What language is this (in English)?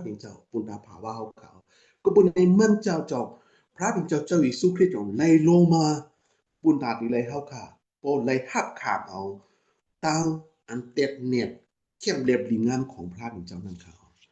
Shan